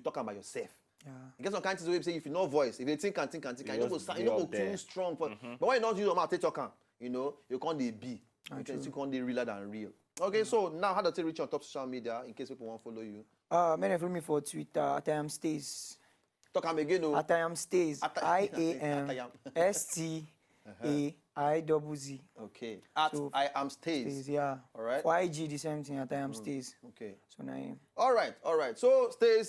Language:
Nigerian Pidgin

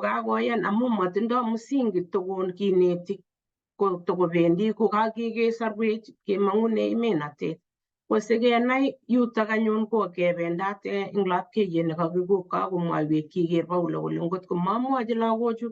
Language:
Kalenjin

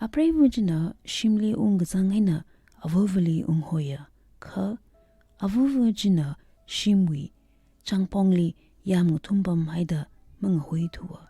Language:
Tangkhul Naga (India)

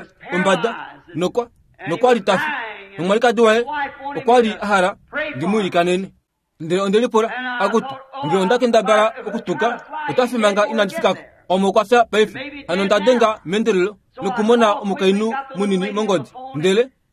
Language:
Kuanyama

